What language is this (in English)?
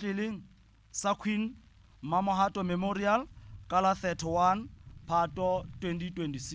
Southern Sotho